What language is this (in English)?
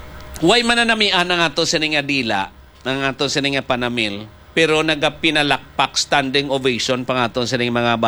Hiligaynon